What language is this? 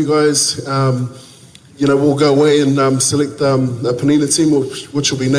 Tongan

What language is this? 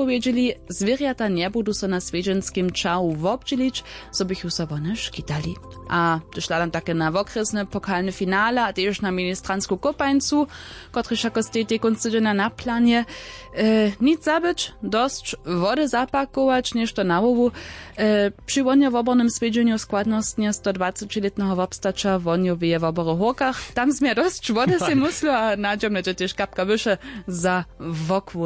Upper Sorbian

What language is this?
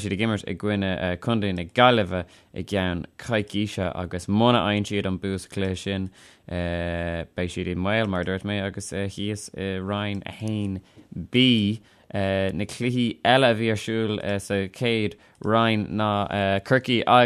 Irish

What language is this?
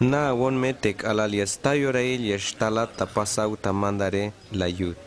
Tzeltal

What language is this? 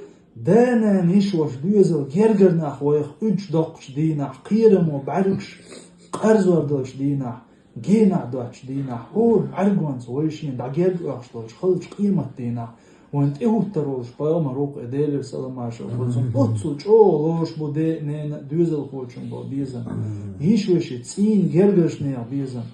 Chechen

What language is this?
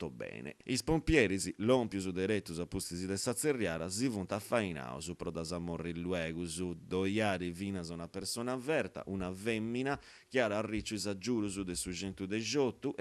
Sardinian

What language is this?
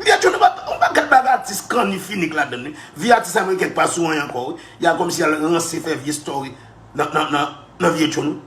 Haitian Creole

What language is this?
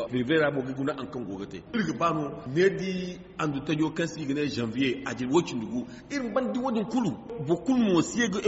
Zarma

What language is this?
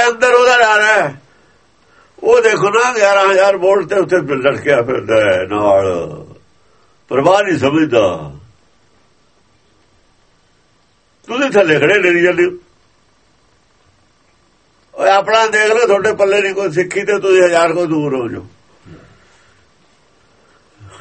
Punjabi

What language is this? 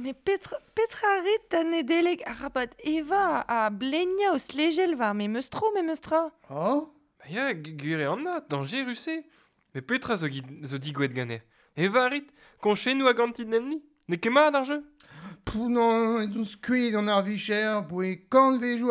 Breton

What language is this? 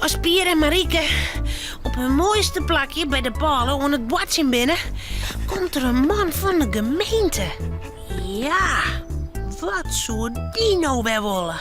Western Frisian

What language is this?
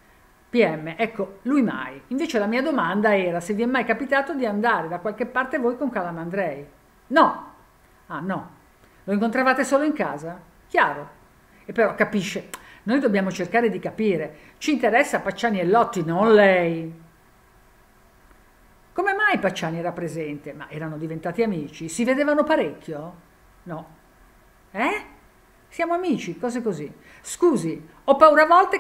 Italian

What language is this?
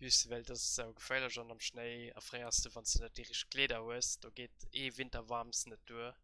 Luxembourgish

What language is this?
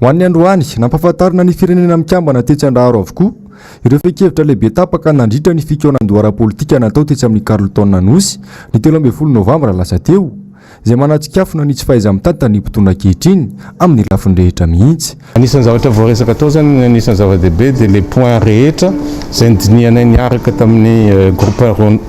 Malagasy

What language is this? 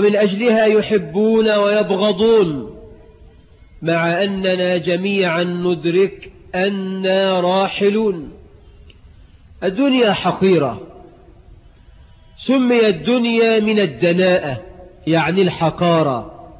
Egyptian Arabic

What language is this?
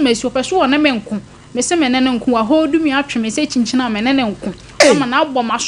Akan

